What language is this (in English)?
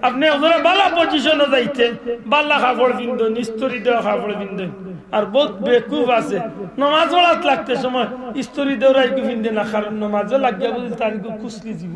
Sylheti